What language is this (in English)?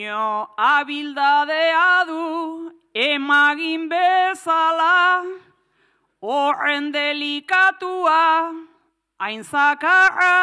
Basque